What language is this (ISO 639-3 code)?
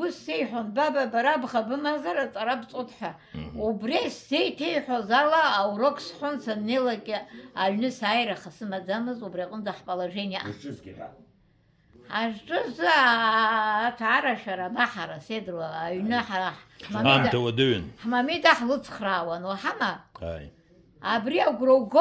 abk